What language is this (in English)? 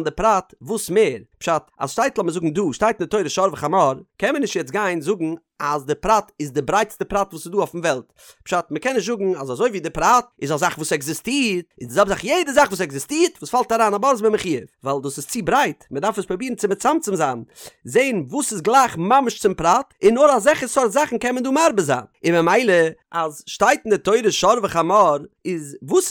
Yiddish